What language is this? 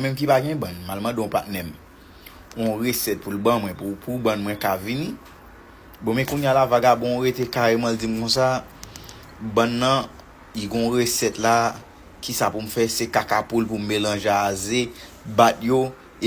Haitian Creole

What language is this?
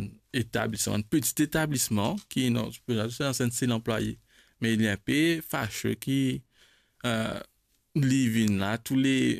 Morisyen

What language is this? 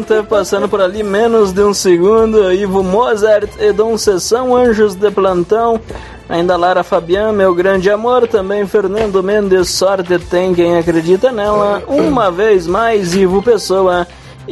Portuguese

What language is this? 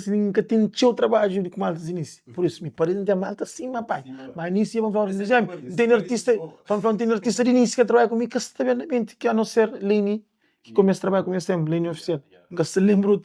Kabuverdianu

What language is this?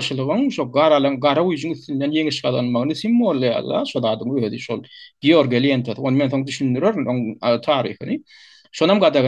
Turkmen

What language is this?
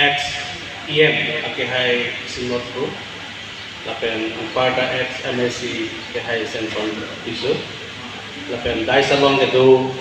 Karbi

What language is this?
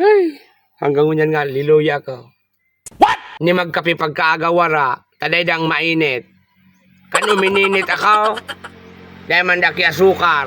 Bikol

